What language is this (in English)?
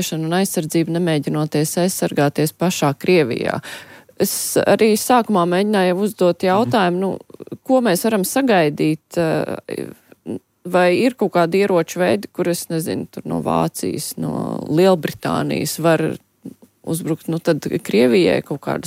Latvian